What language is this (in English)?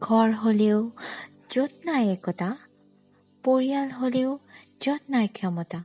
Assamese